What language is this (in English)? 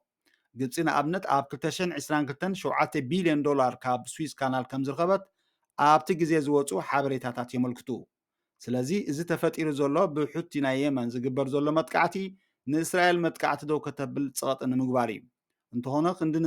Tigrinya